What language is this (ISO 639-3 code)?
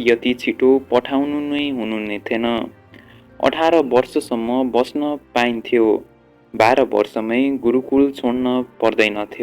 nep